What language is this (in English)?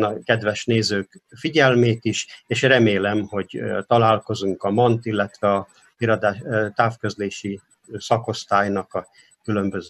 Hungarian